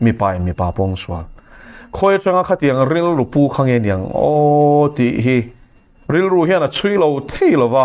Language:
Mizo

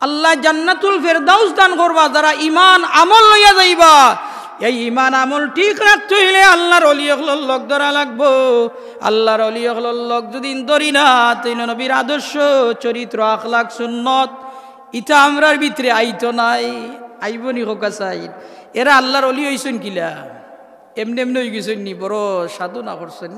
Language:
Sylheti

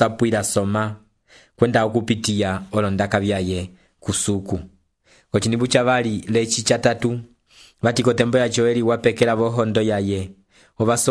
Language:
Umbundu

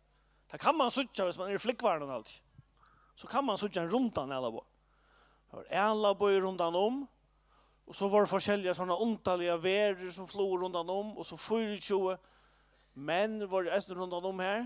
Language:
Faroese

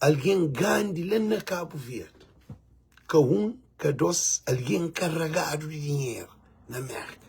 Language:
Kabuverdianu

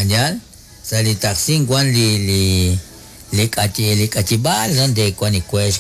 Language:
Kekchí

